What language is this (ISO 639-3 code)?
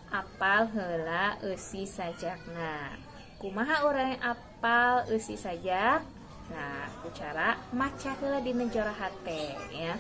sun